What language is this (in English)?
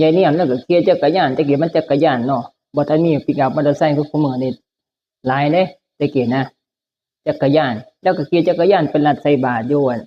Northeastern Thai